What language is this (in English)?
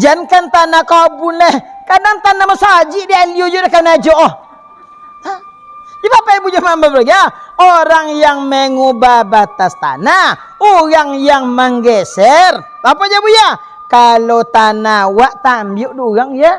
Minangkabau